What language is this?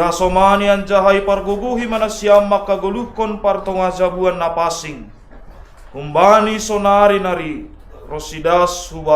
Batak Simalungun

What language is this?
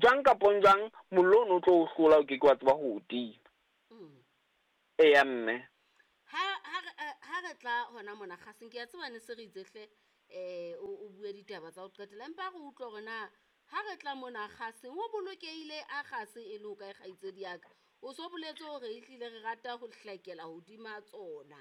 Southern Sotho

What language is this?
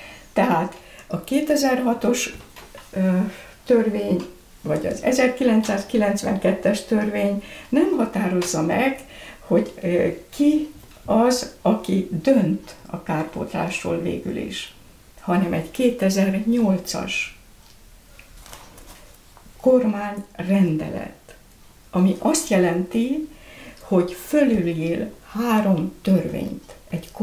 Hungarian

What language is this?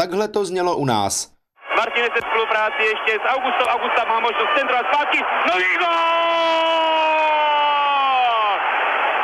Czech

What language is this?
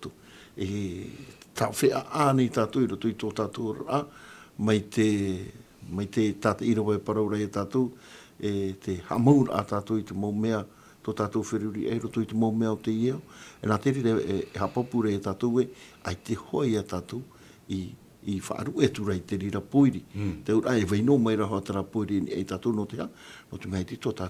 Tahitian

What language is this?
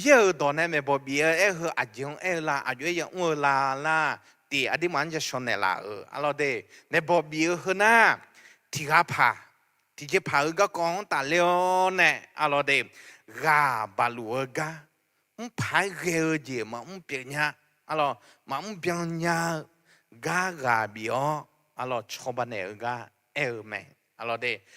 Akha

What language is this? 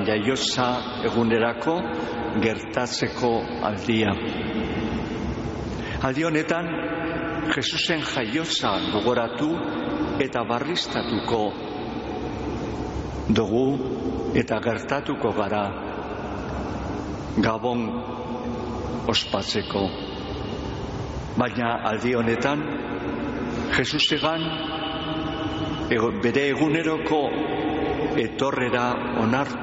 Basque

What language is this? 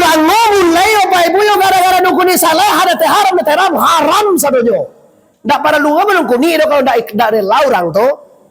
Minangkabau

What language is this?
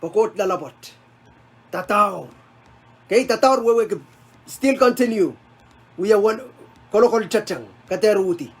Pohnpeian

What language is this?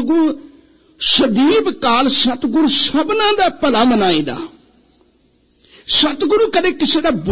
Punjabi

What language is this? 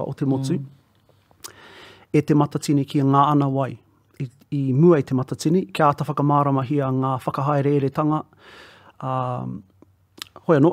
Māori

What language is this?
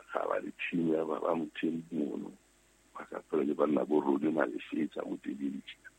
Southern Sotho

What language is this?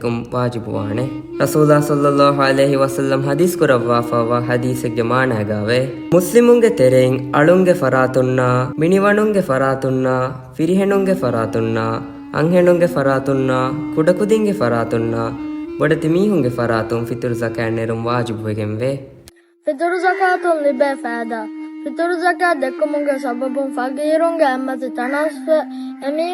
Divehi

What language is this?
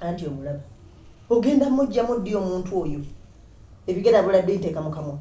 Ganda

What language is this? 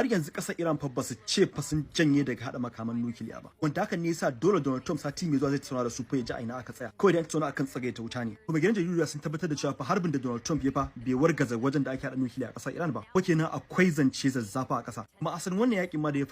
Hausa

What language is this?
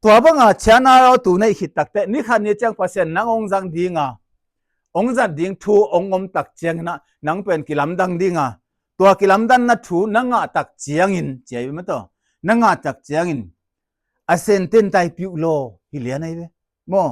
Tedim Chin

